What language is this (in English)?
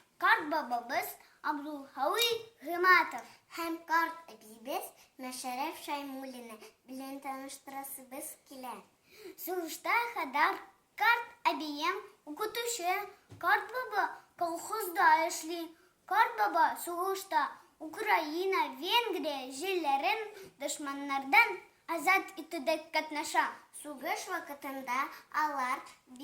Tatar